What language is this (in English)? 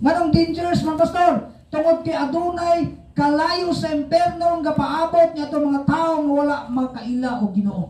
Cebuano